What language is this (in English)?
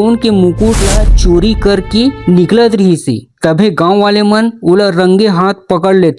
Chhattisgarhi